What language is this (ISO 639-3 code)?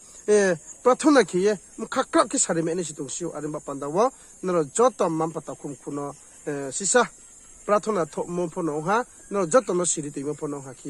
ria